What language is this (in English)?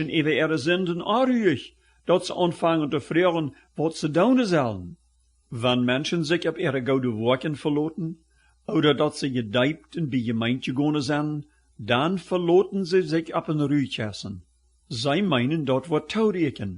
Plautdietsch